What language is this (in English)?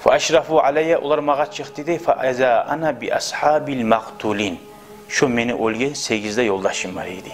Kumyk